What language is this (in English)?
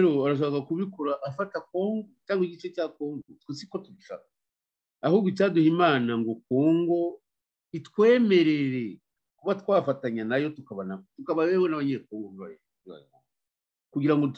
Kinyarwanda